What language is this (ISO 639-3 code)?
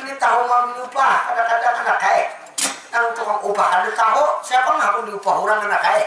bjn